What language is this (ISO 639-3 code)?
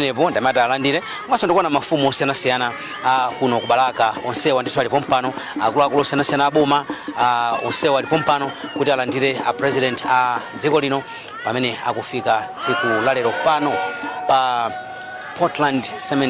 nya